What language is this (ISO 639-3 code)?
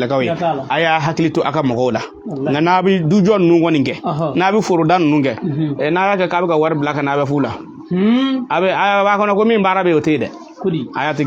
bam